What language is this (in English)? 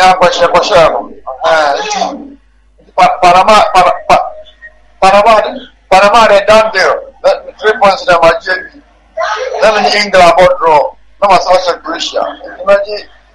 English